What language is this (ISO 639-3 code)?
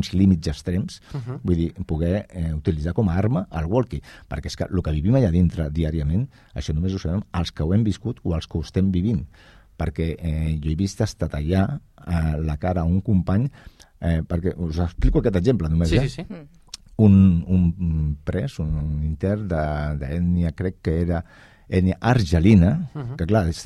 cat